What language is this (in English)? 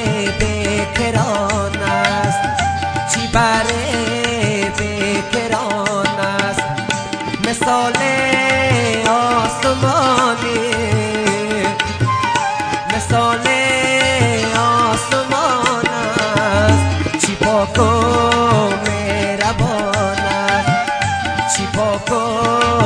Persian